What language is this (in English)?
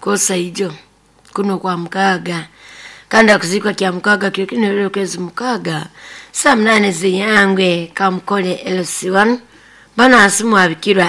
Nyoro